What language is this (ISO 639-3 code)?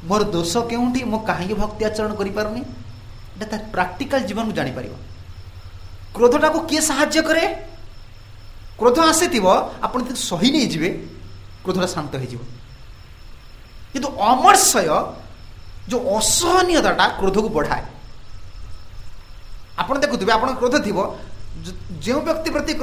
ori